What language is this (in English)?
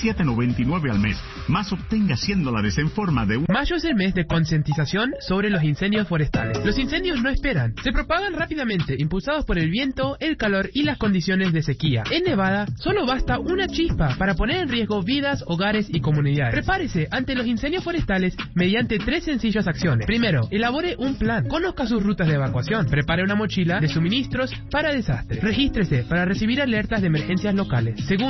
Spanish